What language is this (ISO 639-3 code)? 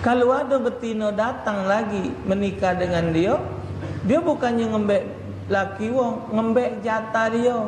mui